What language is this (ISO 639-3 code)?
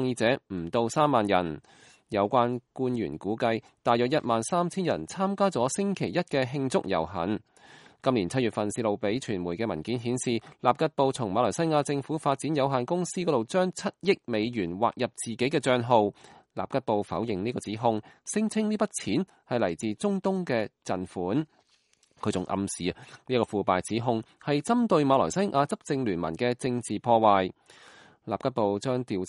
yue